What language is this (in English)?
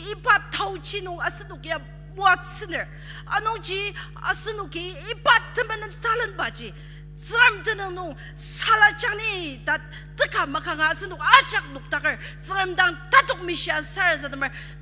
Ao Naga